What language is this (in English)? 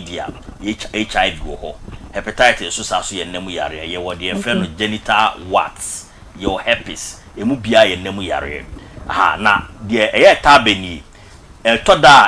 Akan